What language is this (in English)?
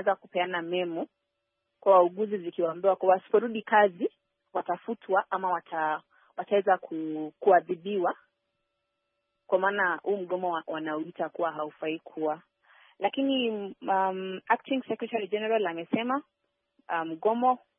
Swahili